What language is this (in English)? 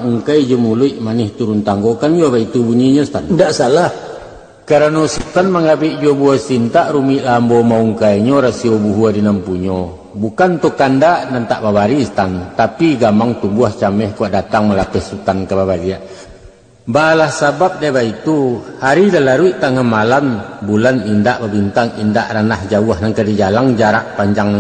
Minangkabau